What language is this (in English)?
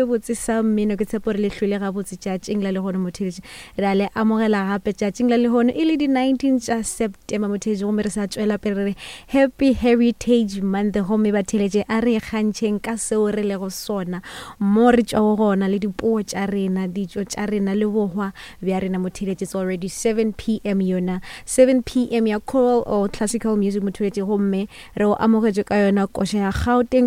Northern Sotho